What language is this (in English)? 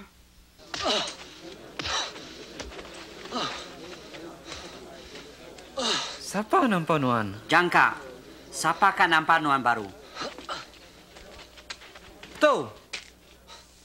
Iban